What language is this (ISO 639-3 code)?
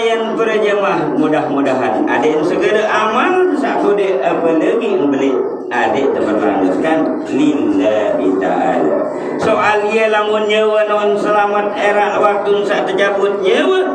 sas